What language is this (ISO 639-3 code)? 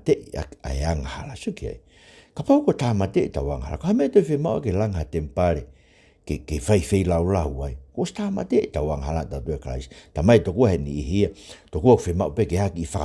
ton